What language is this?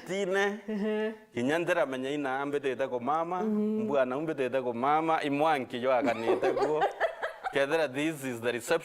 Meru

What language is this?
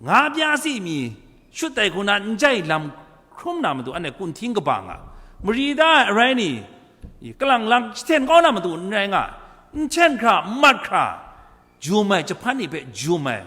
Kachin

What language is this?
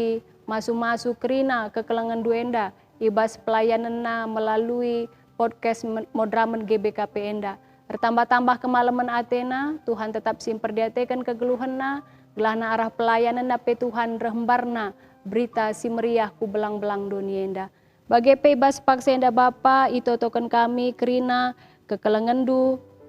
Batak Karo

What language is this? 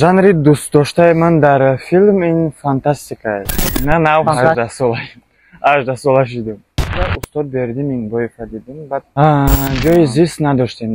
Tajik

